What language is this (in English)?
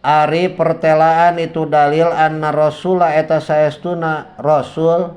Sundanese